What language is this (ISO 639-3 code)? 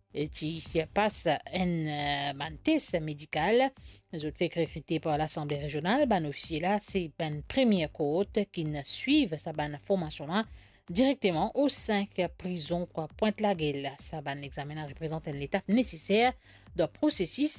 mfe